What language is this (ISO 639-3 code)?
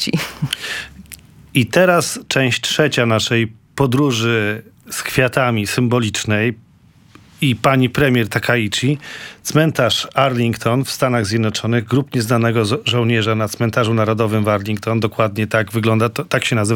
pol